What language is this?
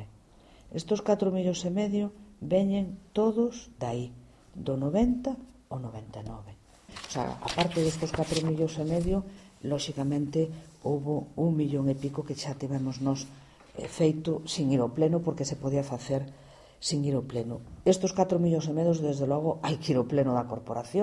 Galician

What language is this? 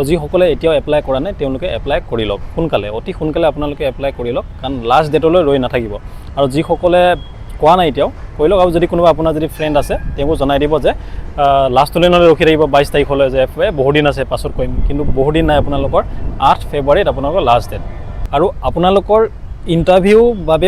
Assamese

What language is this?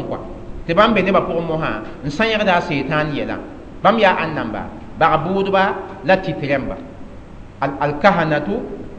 Mossi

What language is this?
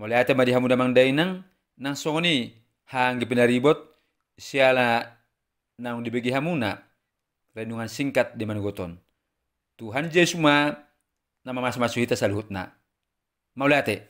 Batak Toba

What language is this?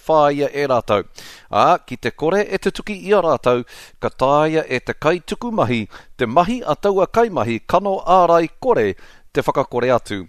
Māori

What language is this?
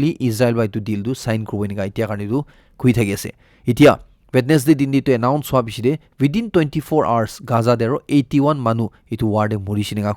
Naga Pidgin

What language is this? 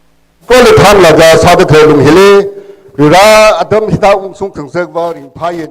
Tangkhul Naga (India)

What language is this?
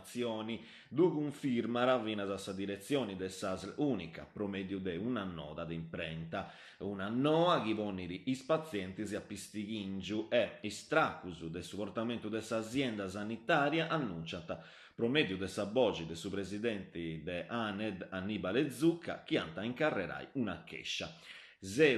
Sardinian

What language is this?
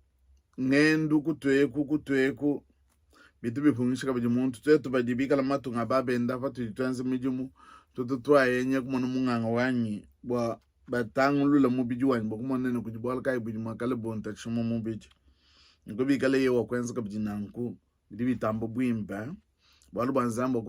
Luba-Lulua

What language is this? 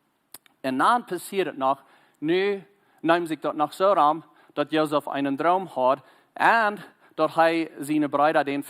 Plautdietsch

